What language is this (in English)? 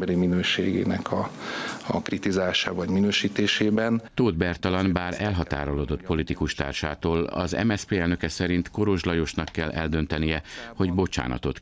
Hungarian